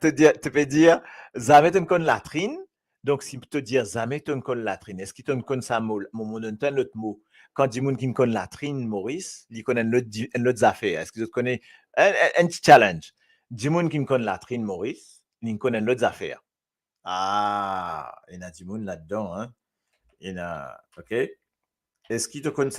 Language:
Morisyen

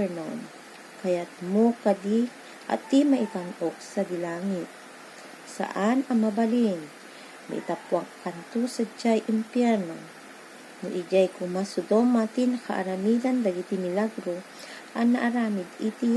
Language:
Iloko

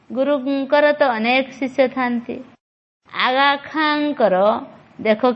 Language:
Odia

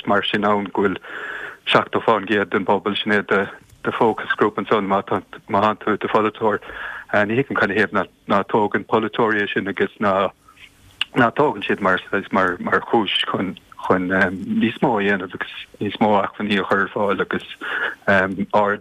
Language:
Irish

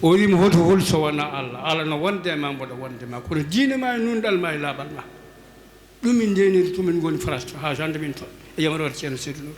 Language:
Fula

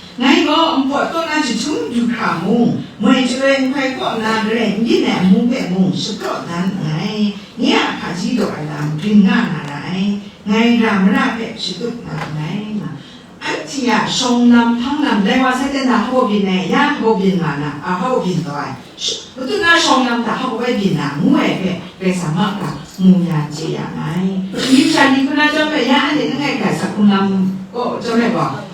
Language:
Kachin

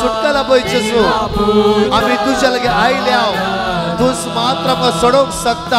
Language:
Konkani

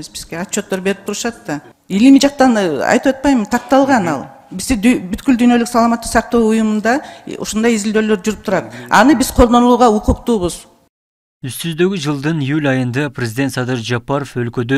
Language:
Kyrgyz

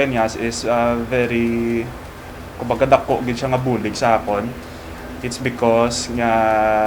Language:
Hiligaynon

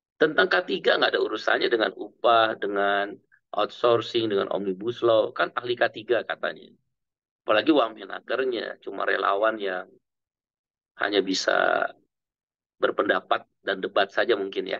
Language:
Indonesian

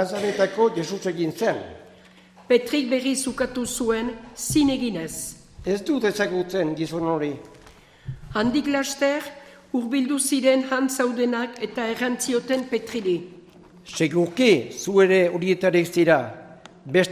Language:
Basque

